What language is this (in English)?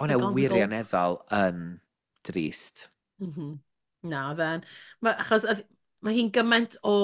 Welsh